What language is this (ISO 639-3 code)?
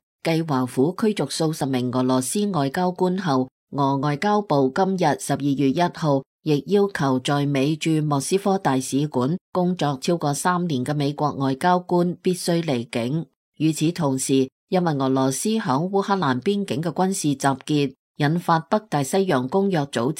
yue